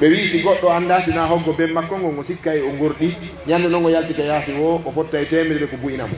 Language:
Pular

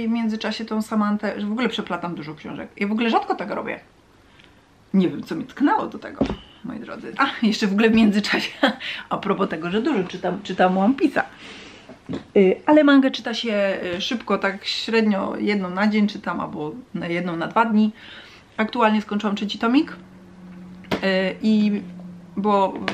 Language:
Polish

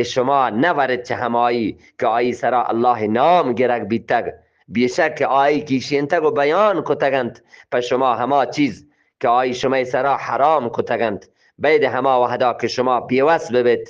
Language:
Eastern Balochi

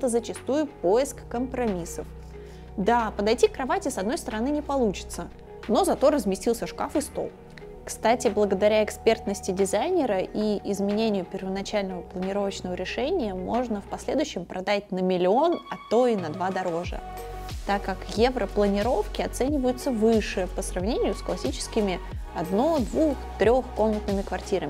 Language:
Russian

